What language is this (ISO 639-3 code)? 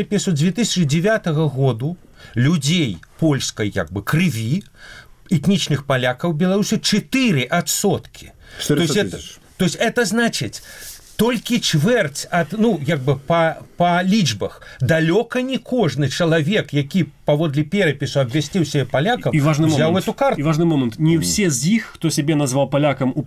bel